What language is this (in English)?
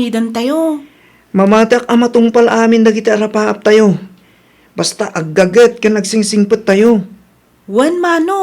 Iloko